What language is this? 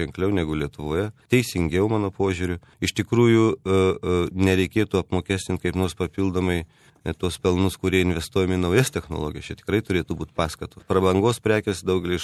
Lithuanian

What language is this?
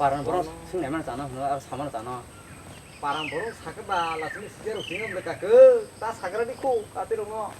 Kok Borok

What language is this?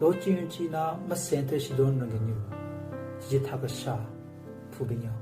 Southern Rengma Naga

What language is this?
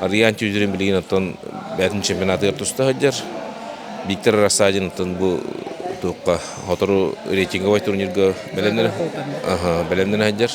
Yakut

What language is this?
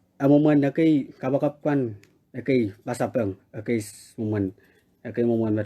Pohnpeian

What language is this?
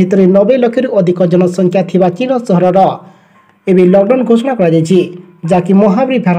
Odia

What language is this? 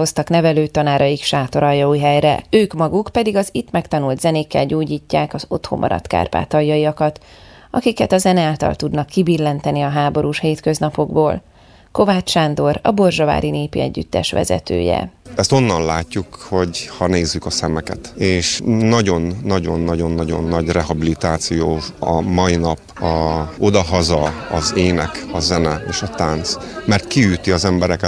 Hungarian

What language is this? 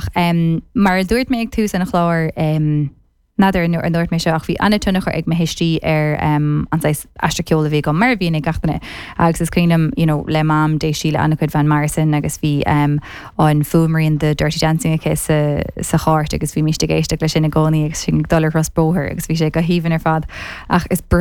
Irish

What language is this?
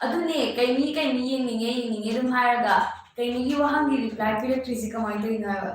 Manipuri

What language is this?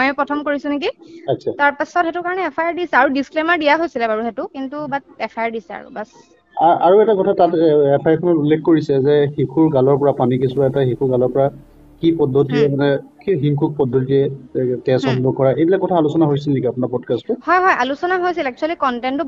Assamese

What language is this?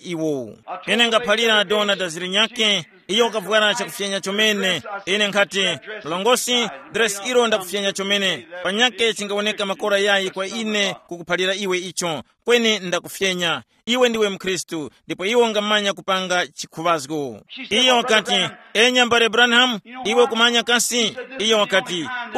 Tumbuka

